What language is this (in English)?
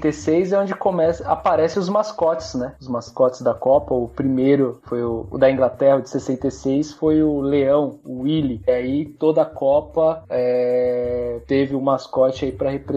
Portuguese